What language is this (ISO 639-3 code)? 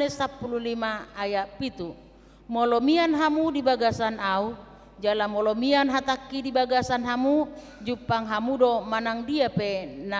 bbc